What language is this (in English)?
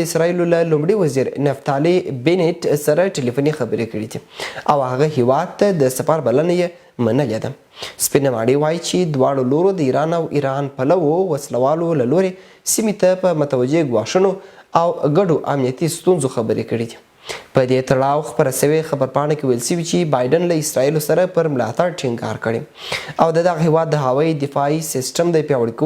Pashto